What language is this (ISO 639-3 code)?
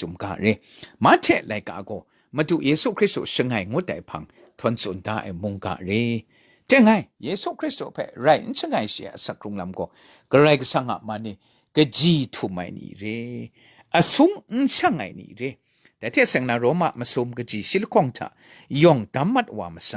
kac